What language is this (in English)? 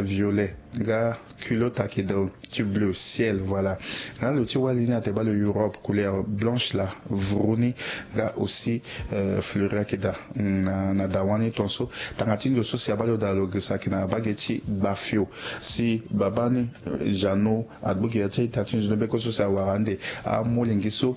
Sango